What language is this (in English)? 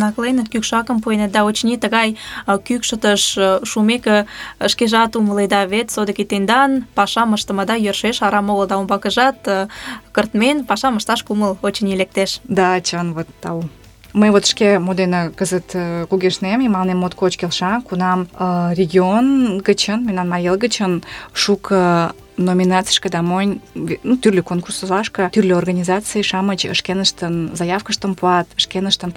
Mari